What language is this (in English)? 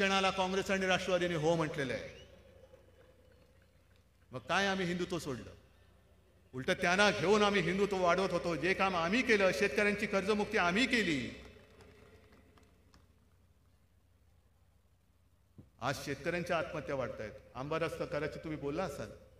Marathi